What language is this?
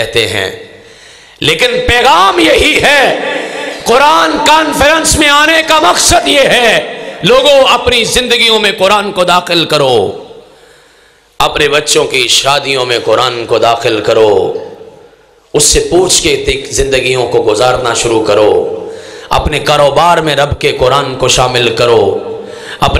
Urdu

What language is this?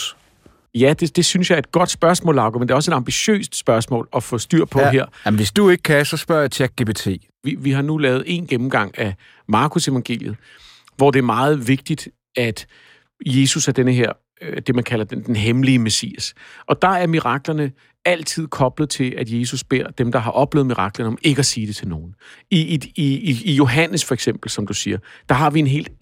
Danish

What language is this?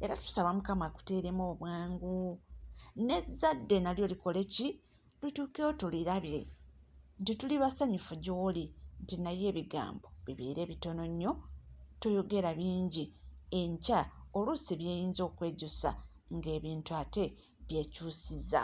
Ganda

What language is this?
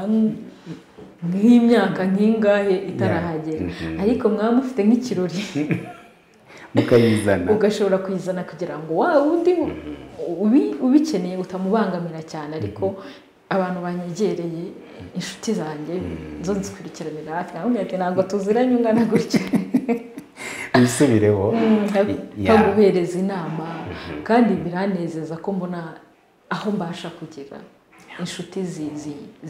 Kinyarwanda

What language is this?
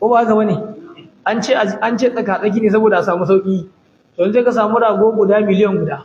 Hausa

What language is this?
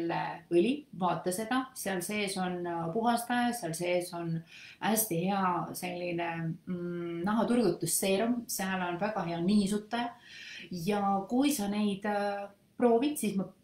Estonian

